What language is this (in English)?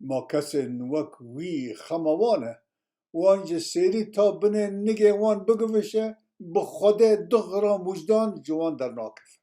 Kurdish